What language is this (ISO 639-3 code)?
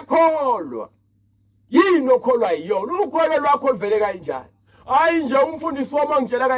zul